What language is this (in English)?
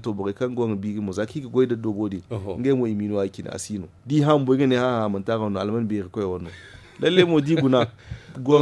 Zarma